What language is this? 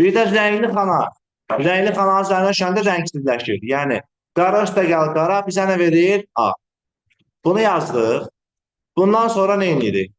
Azerbaijani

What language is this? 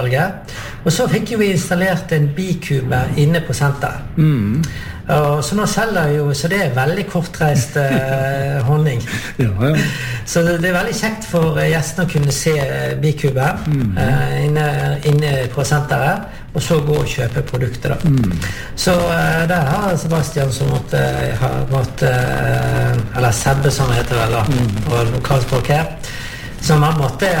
Norwegian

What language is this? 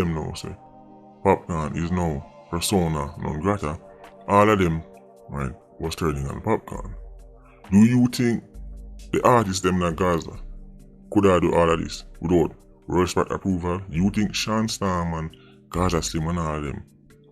Jamaican Creole English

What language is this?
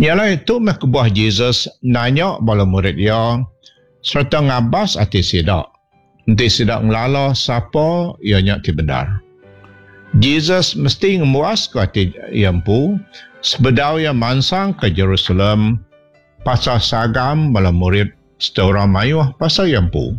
Iban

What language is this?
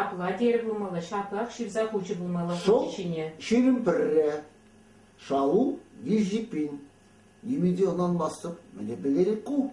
Chuvash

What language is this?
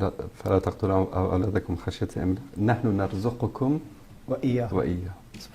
Persian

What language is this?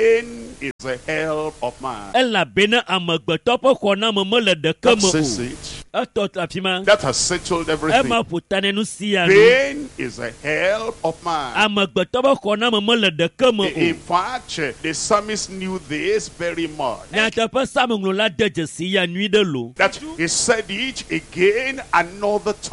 Ewe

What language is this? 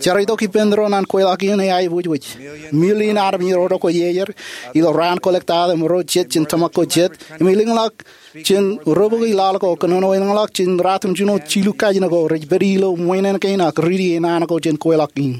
Marshallese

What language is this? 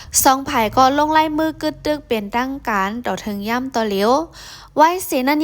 Shan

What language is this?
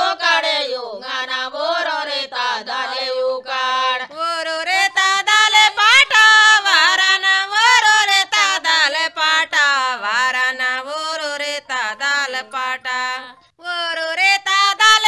Gondi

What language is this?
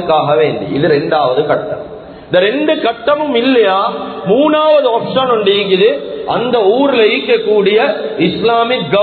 Tamil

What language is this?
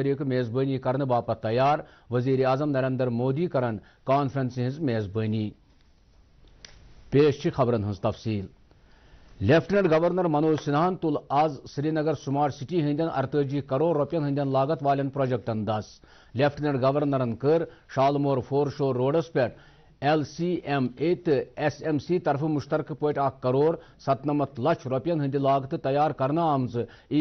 Kashmiri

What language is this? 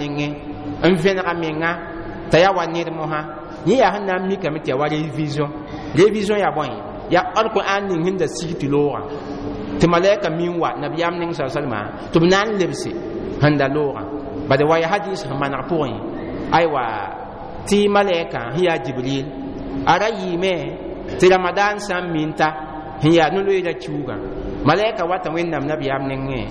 Mossi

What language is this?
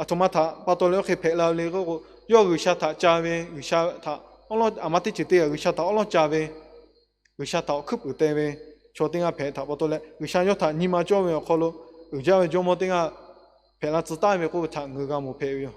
Lahu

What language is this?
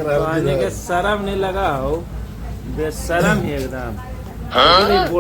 Magahi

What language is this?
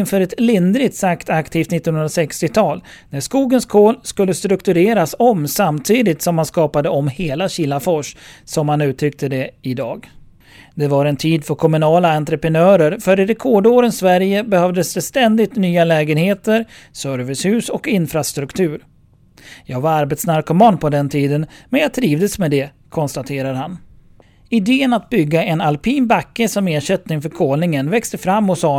Swedish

